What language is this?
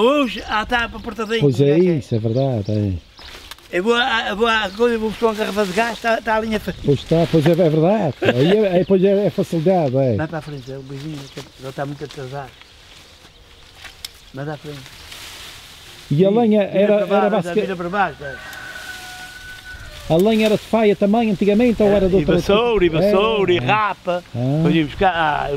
Portuguese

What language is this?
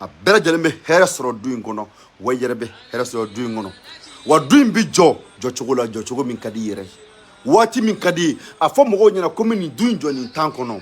Bambara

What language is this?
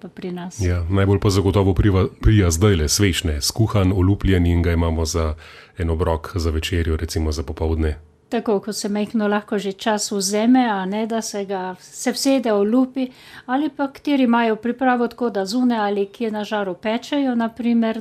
Slovenian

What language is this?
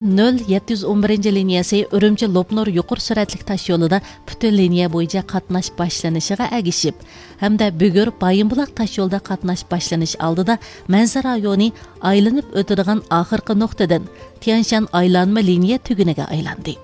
Uyghur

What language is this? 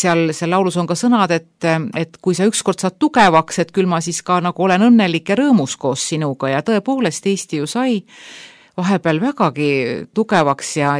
Estonian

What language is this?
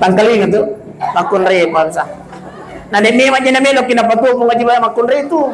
Buginese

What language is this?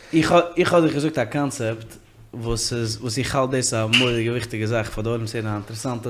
Yiddish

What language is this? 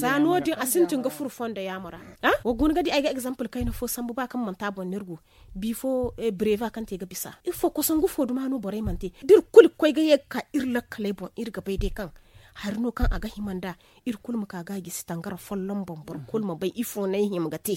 Zarma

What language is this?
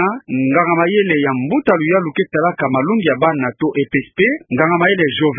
Kituba (Democratic Republic of Congo)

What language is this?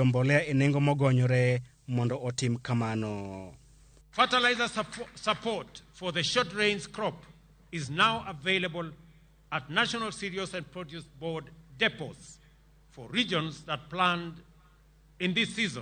Luo (Kenya and Tanzania)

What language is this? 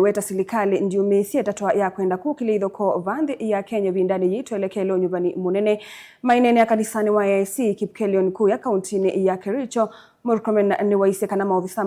Kamba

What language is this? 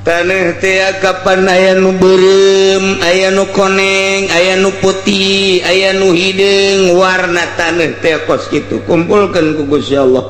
Sundanese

